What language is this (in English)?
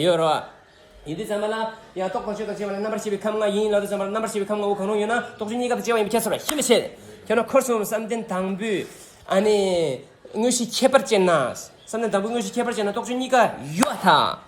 Tibetan